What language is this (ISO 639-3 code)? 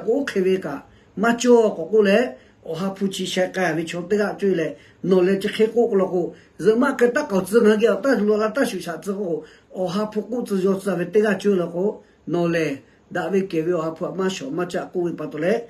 lhu